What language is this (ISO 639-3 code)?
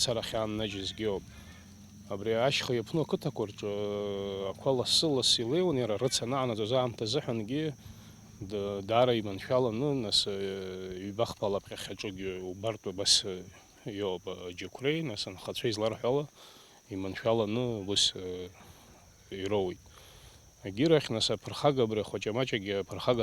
abk